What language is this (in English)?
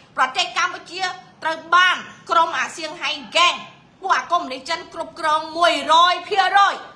Khmer